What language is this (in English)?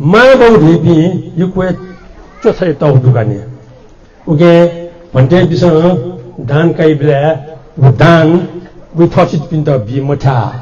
Newari